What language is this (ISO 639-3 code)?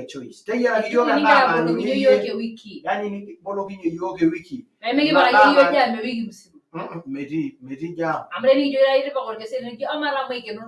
mas